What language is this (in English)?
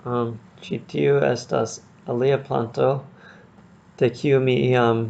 Esperanto